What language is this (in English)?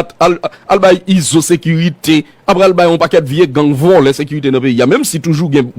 Haitian Creole